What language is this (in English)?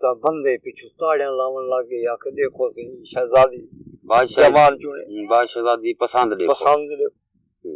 Saraiki